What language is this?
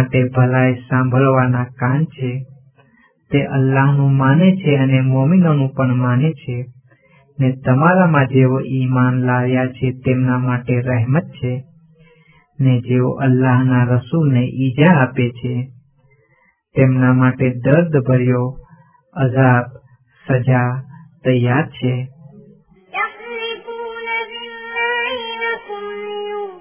Gujarati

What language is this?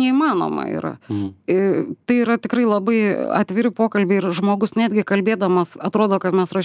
Lithuanian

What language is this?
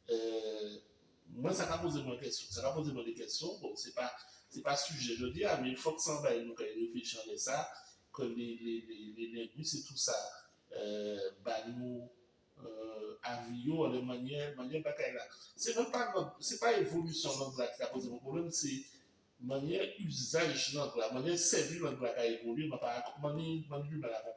Guadeloupean Creole French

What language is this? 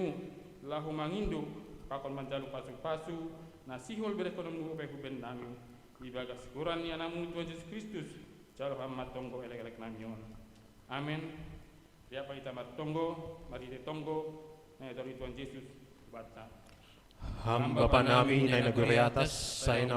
Batak Simalungun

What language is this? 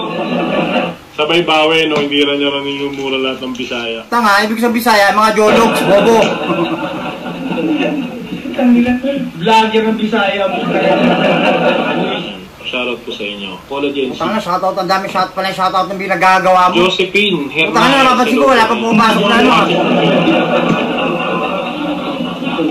Filipino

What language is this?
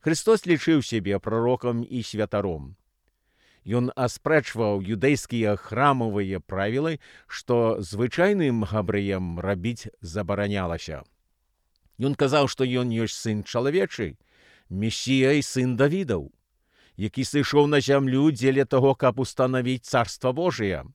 Belarusian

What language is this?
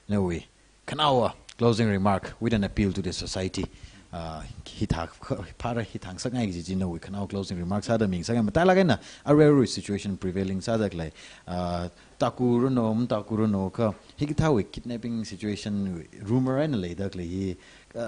Tangkhul Naga (India)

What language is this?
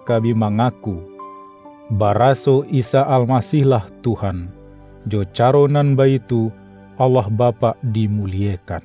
Minangkabau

